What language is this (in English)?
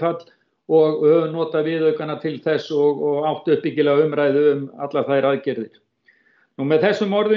Icelandic